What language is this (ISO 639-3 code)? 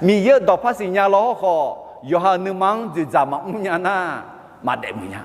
ahk